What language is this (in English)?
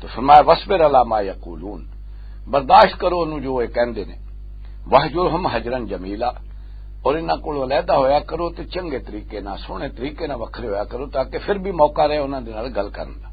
Western Panjabi